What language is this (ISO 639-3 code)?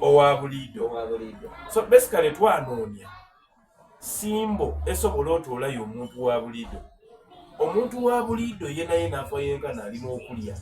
xog